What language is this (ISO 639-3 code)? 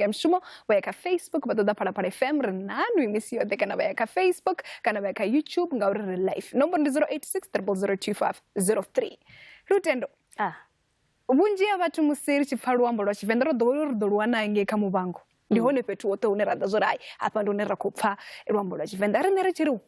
ven